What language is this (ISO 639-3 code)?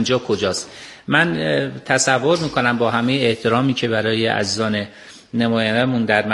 fas